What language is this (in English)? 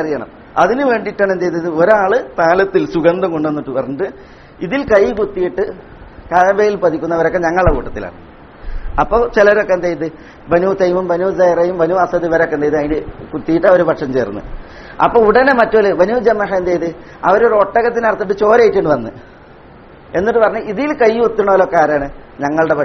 Malayalam